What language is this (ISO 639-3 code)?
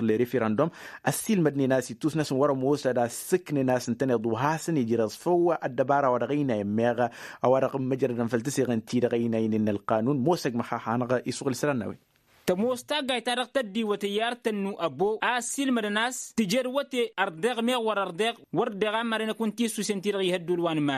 taq